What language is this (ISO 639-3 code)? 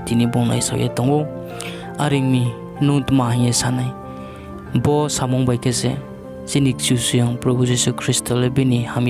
ria